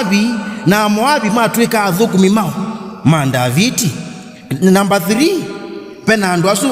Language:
Kamba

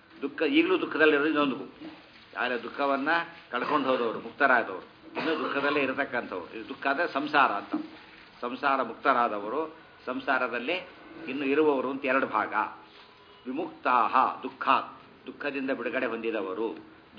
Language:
Kannada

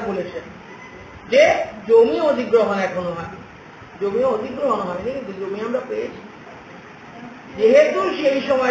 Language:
Bangla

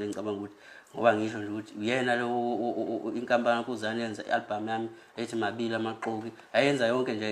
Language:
Zulu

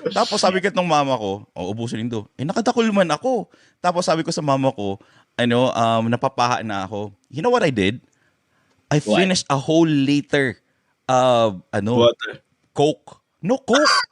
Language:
Bikol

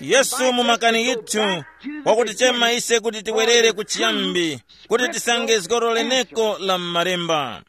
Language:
Tumbuka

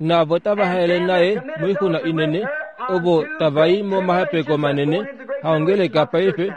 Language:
Kuanyama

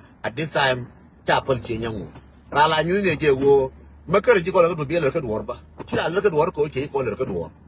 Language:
Nuer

